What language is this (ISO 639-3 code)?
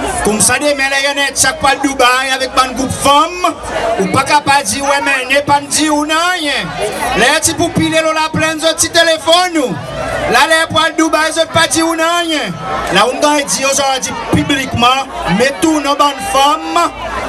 crs